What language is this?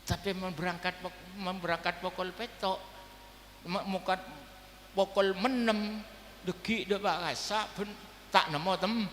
Madurese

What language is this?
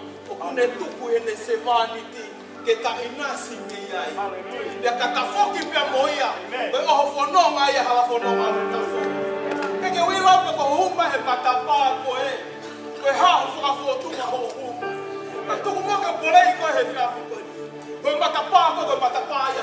Tongan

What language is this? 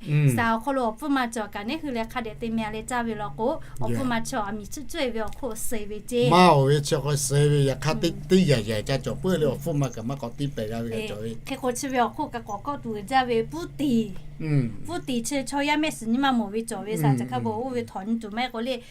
Lahu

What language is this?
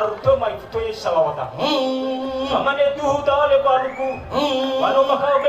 Nias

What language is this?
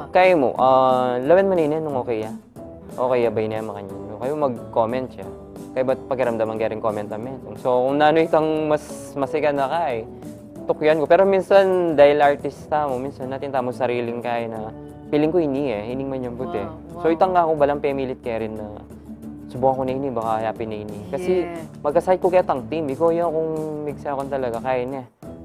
Pampanga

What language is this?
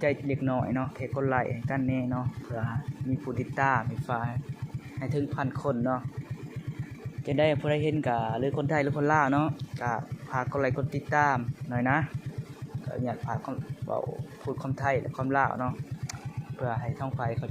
Lao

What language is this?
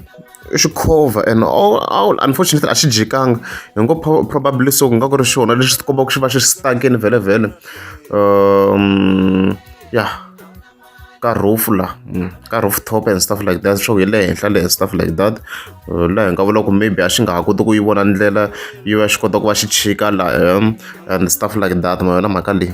Tsonga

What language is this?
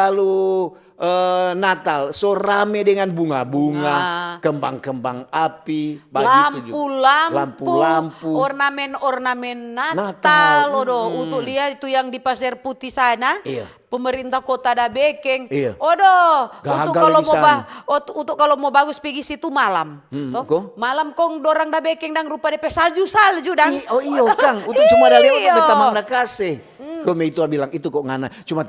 Manado Malay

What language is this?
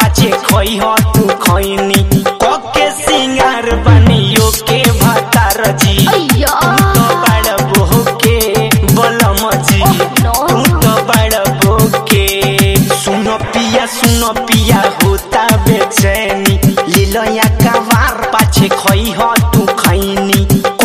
Bhojpuri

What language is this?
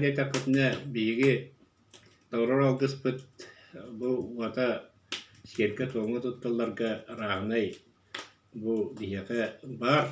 Yakut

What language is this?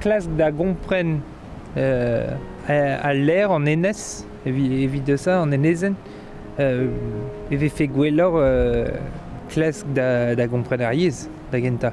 Breton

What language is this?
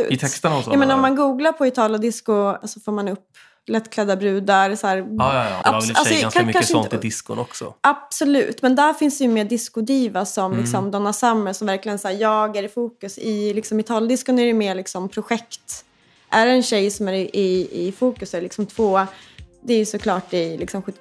Swedish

